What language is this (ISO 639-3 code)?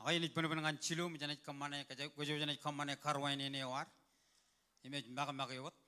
mah